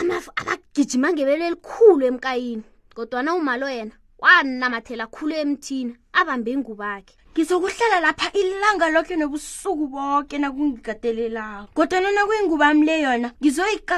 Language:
South Ndebele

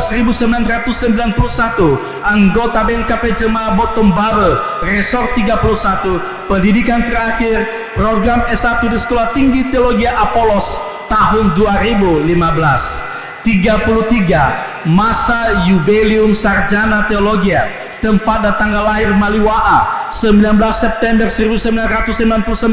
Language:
Nias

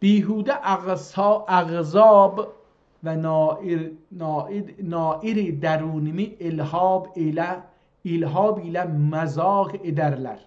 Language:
South Azerbaijani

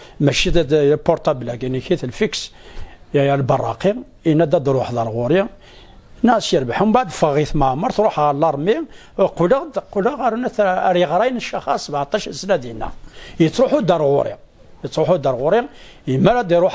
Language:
Kabyle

